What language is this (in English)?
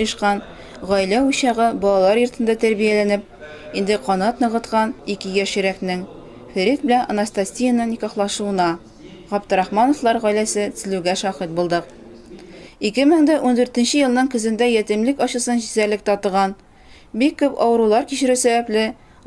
Tatar